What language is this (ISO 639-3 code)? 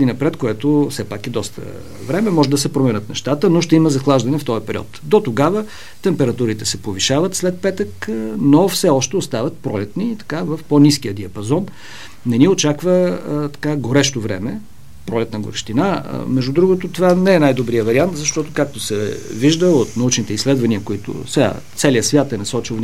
bul